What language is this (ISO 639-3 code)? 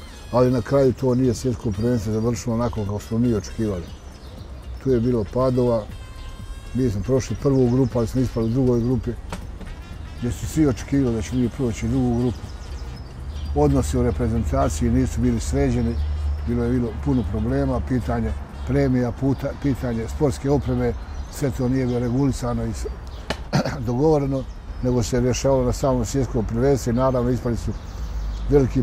bos